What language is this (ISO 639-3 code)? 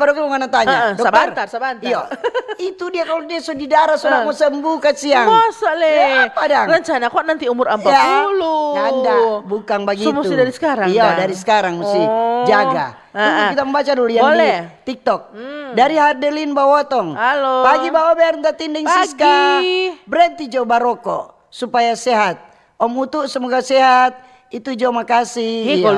xmm